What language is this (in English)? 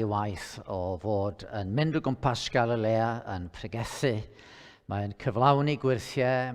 Welsh